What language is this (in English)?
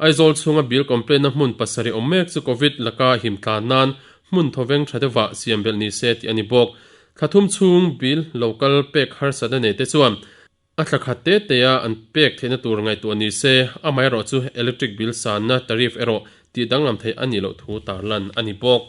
Mizo